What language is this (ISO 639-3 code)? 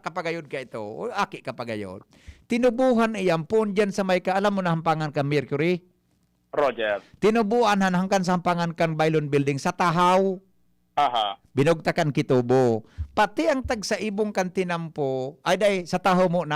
bik